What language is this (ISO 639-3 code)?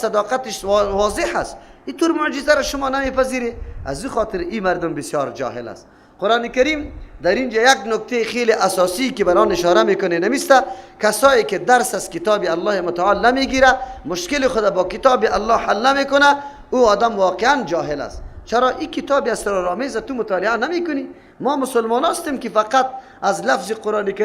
fas